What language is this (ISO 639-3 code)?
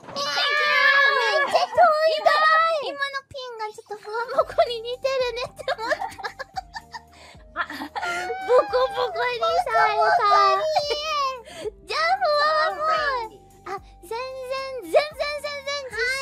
jpn